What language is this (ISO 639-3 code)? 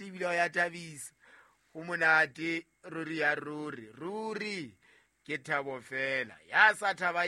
sot